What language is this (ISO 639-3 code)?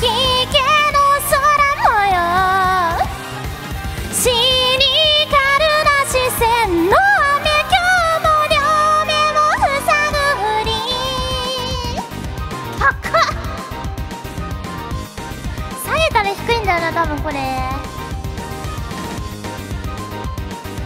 jpn